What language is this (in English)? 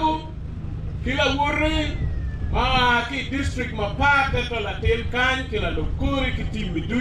Acoli